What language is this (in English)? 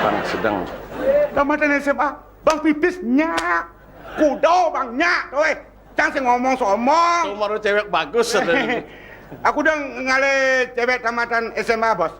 Balinese